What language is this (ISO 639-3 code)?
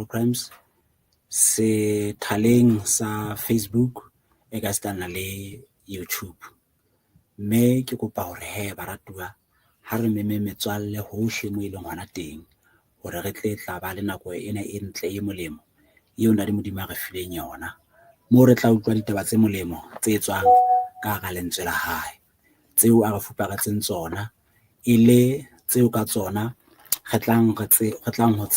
sot